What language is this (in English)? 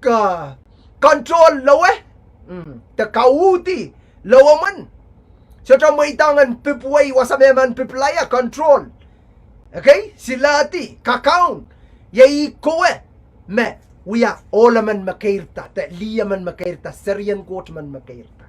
Pohnpeian